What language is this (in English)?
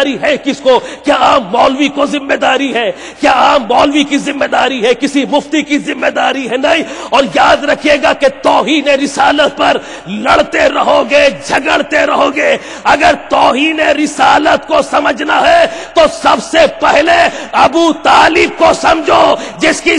Urdu